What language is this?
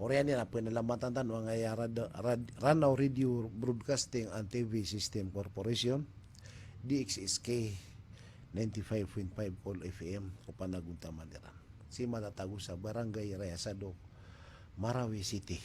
Maranao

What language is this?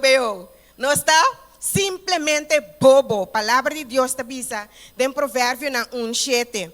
Papiamento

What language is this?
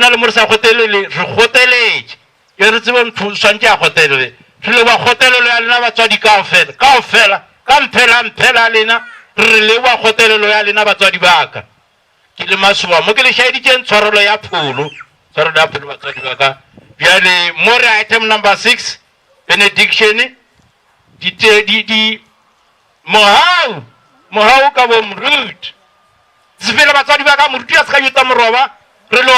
Northern Sotho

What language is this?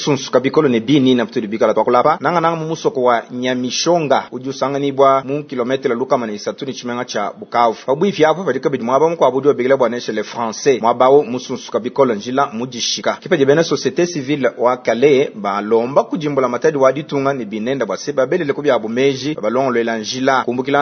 Luba-Lulua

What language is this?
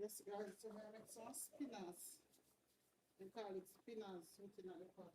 Jamaican Creole English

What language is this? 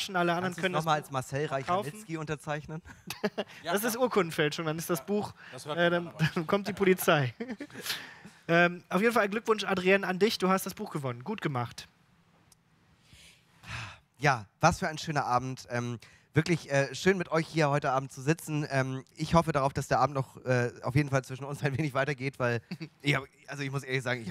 German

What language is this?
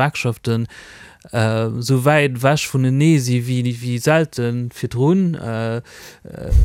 Luxembourgish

